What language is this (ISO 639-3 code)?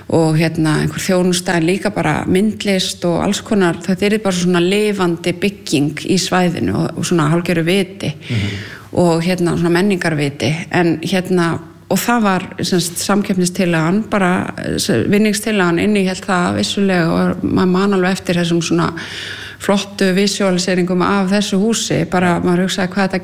isl